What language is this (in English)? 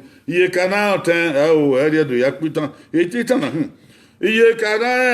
Bini